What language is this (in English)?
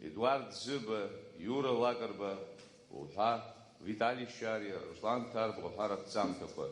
Abkhazian